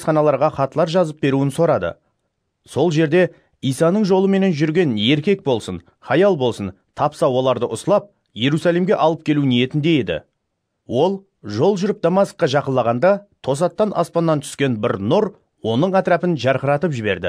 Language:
Kara-Kalpak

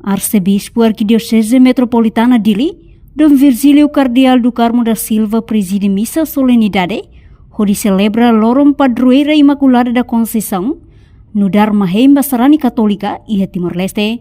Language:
Tetum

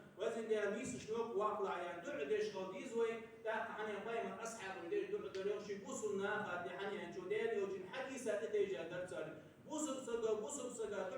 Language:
Ingush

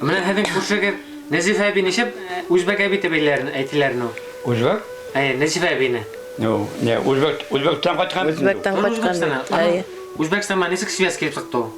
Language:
Bashkir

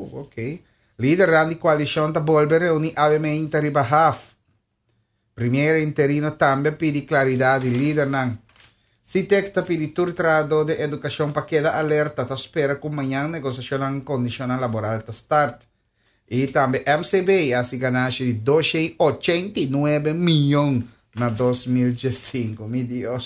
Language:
Papiamento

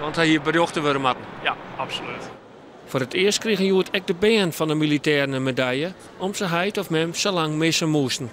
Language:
Western Frisian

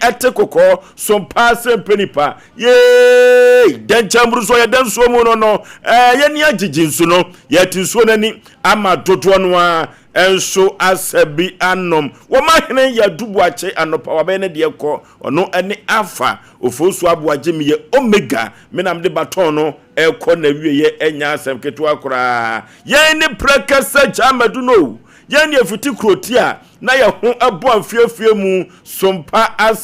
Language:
Akan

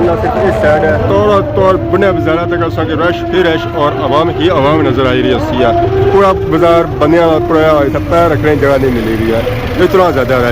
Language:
Pahari-Potwari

